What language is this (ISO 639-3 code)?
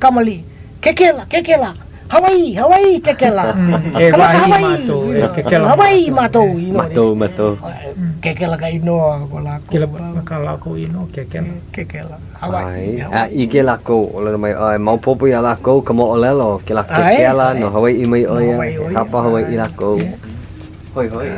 haw